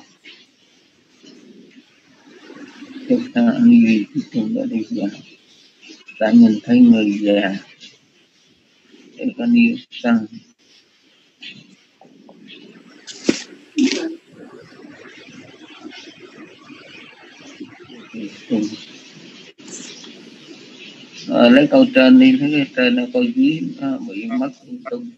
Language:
Vietnamese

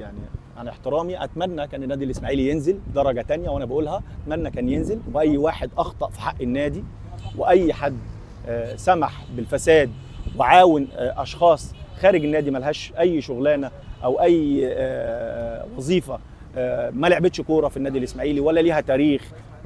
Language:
Egyptian Arabic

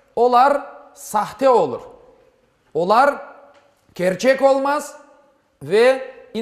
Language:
Crimean Tatar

